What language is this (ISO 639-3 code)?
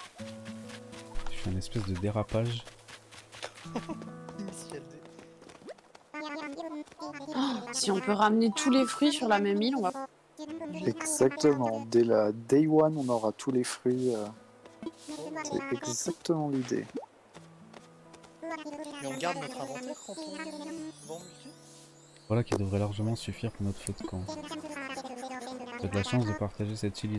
fra